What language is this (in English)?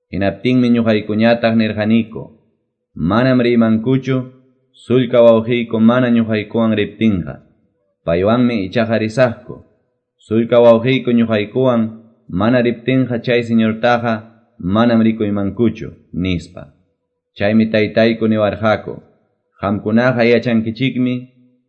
Quechua